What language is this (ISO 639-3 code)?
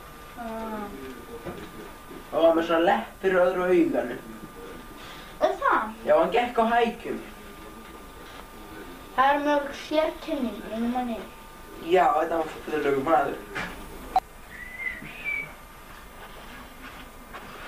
isl